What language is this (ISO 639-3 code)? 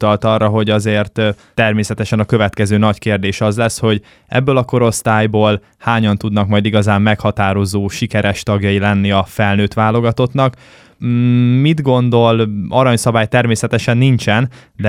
hun